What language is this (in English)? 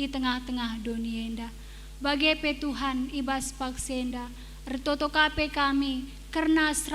Batak Karo